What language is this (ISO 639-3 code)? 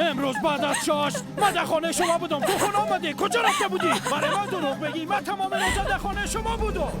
fas